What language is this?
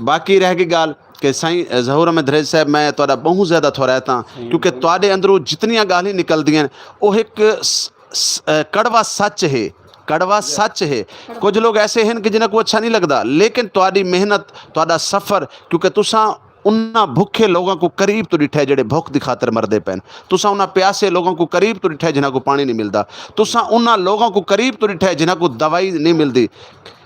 Saraiki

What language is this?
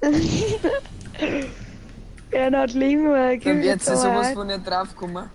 Bavarian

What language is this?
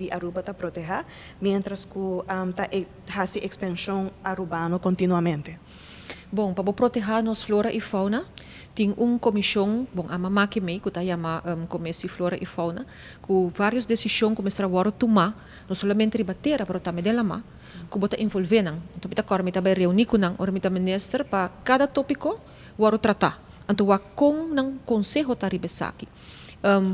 Papiamento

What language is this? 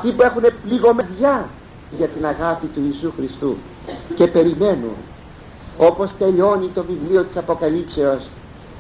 Greek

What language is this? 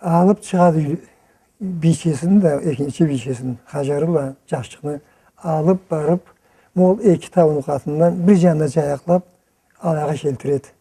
Karachay-Balkar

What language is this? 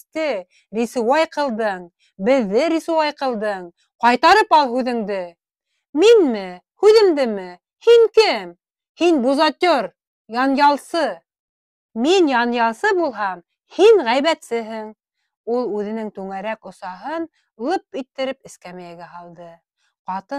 Bashkir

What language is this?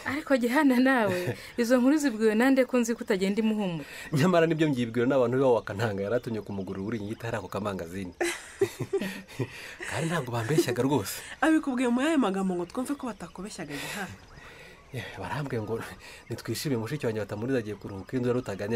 Kinyarwanda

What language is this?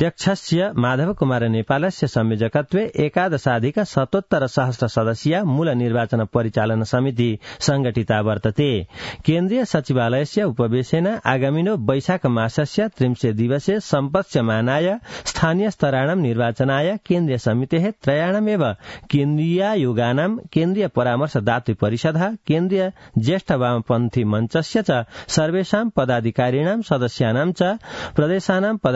Sanskrit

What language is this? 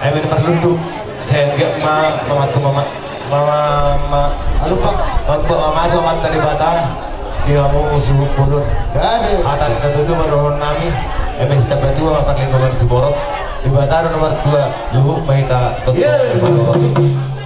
Batak Toba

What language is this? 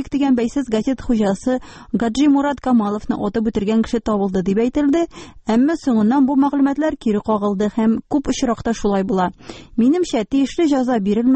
Tatar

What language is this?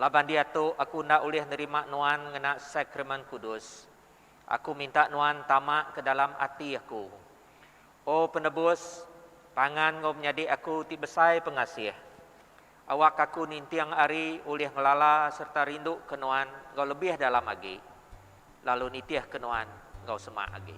Iban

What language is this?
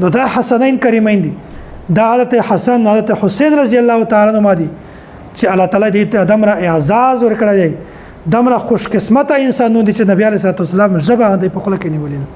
Pashto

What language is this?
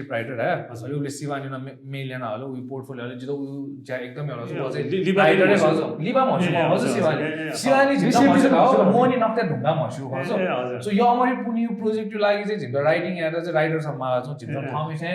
Newari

